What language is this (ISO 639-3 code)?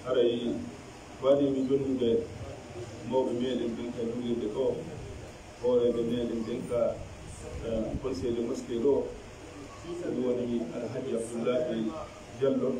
fuf